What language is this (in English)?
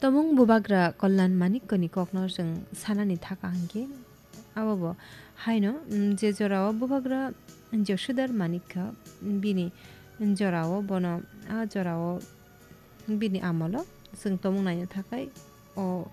Kok Borok